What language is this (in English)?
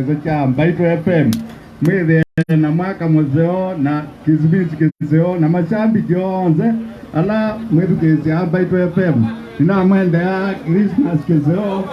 Kamba